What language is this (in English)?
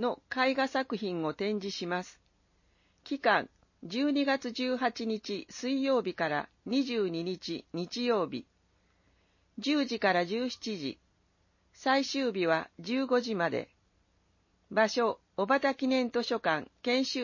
Japanese